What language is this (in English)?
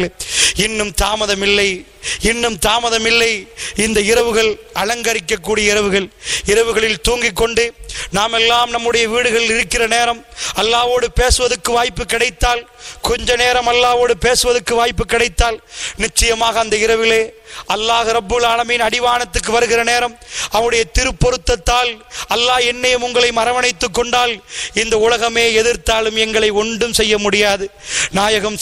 Tamil